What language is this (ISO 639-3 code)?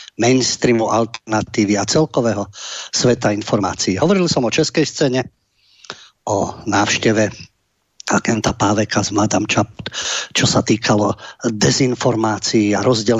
slk